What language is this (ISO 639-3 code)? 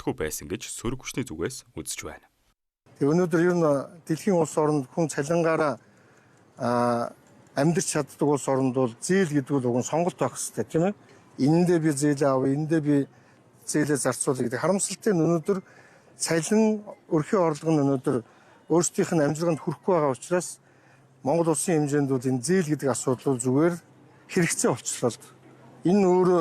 mon